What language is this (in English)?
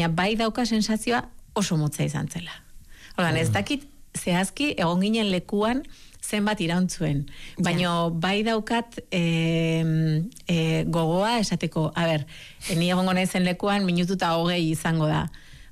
Basque